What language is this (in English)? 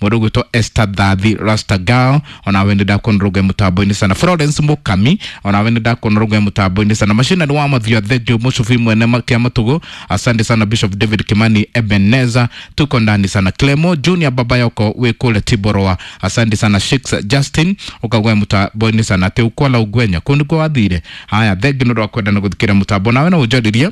Kikuyu